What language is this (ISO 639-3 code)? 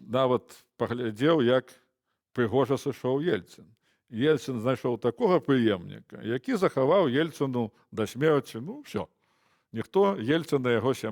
bel